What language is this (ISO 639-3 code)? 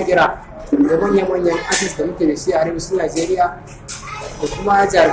hau